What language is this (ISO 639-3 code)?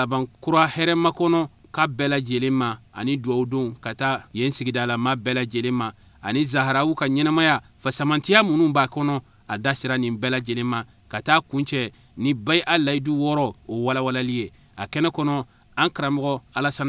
bam